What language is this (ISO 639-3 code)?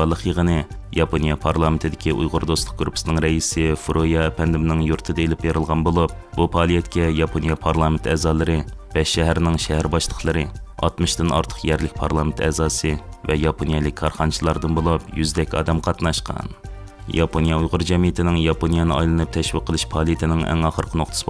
uig